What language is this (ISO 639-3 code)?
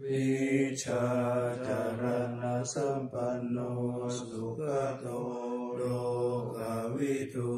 pli